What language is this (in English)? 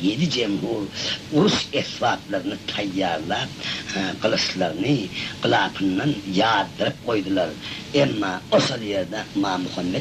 Turkmen